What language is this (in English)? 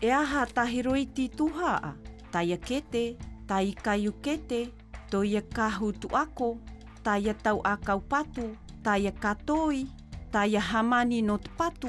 South Marquesan